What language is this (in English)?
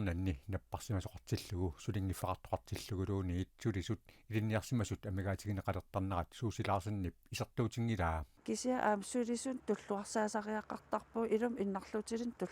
Kalaallisut